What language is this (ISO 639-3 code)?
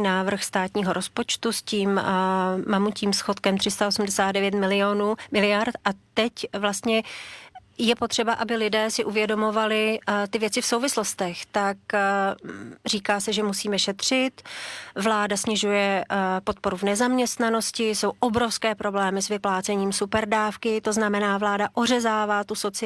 ces